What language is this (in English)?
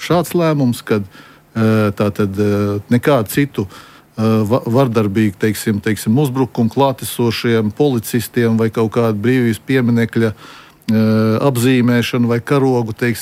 Latvian